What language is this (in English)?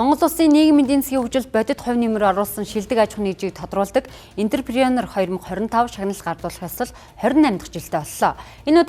Mongolian